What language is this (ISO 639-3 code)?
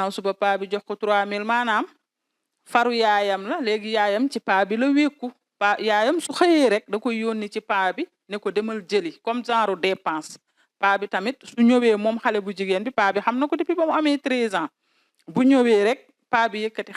wol